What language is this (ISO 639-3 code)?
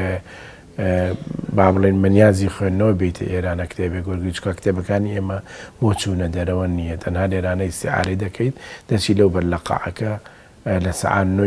ckb